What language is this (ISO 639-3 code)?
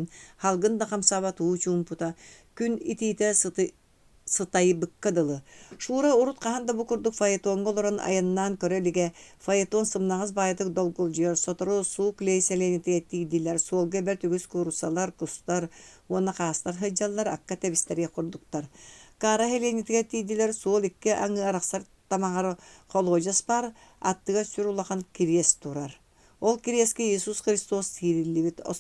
sah